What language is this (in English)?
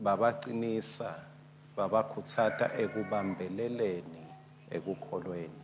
Swati